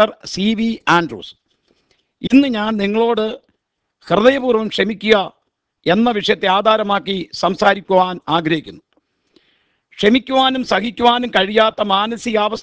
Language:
Malayalam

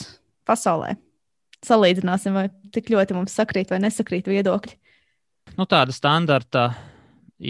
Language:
Latvian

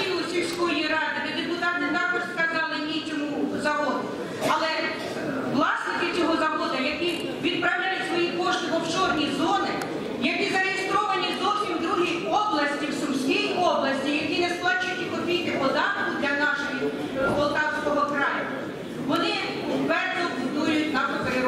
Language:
Ukrainian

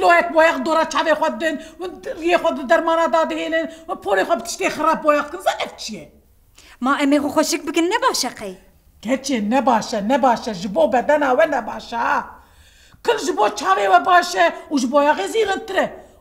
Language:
Kurdish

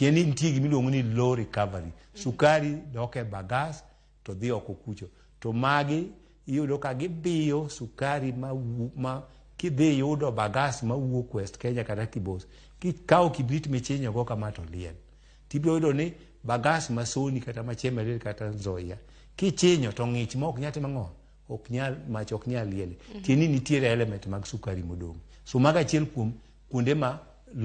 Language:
Luo (Kenya and Tanzania)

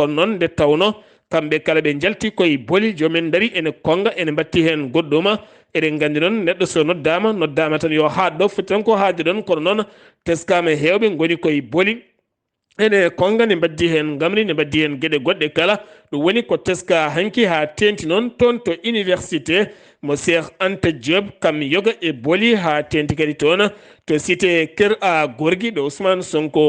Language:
Fula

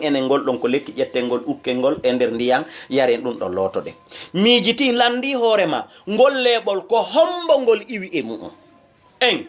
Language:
Fula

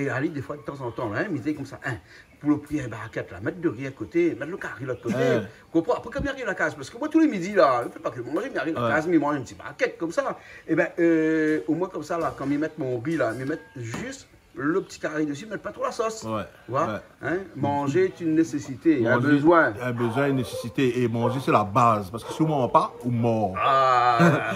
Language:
Réunion Creole French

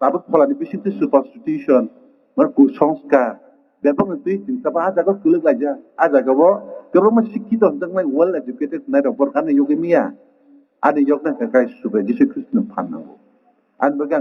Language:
Kok Borok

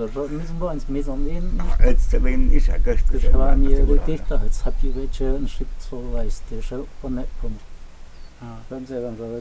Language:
Totontepec Mixe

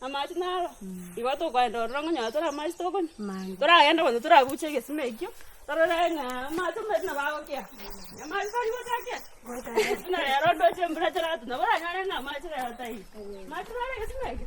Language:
Gusii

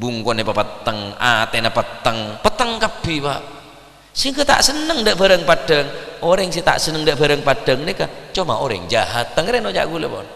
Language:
Madurese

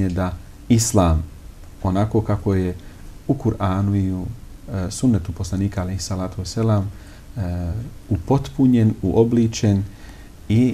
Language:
Bosnian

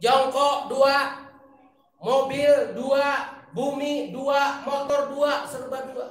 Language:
Sundanese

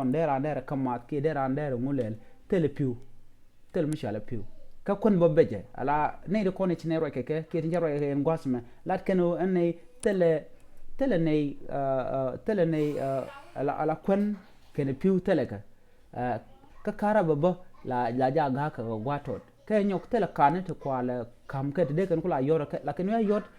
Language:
Nuer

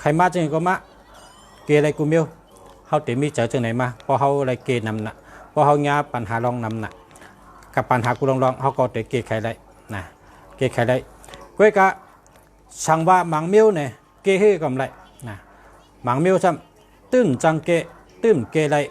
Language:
Shan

